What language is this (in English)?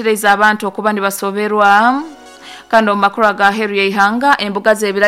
Nyoro